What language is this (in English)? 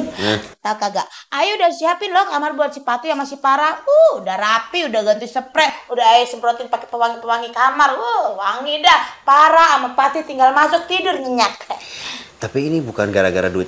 Betawi